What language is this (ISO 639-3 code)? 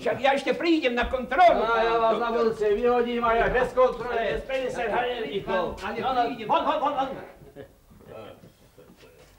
slk